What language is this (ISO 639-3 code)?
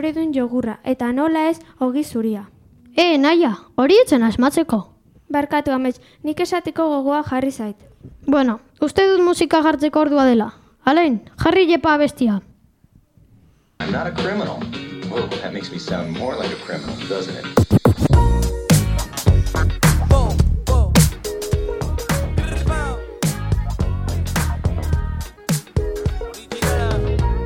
eus